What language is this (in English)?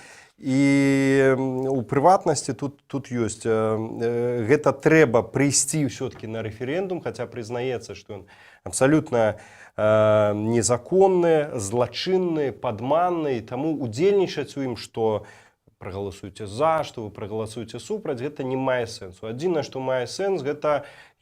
Belarusian